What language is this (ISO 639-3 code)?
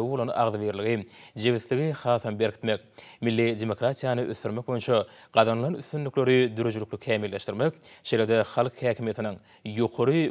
tuk